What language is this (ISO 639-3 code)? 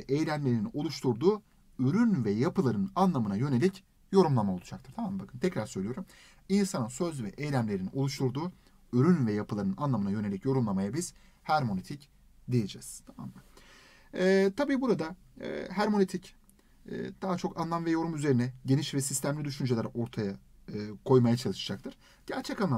tur